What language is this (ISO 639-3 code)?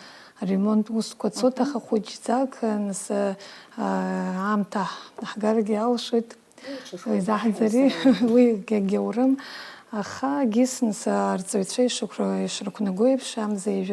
abk